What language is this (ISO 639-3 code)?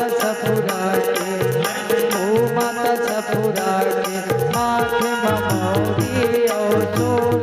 hne